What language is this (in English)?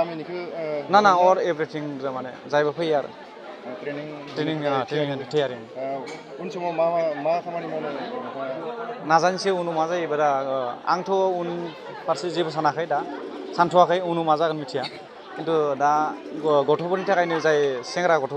Bodo